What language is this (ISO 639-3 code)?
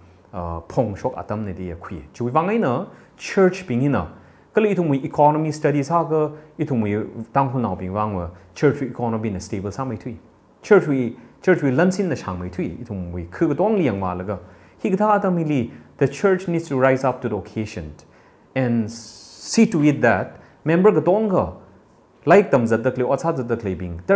nmf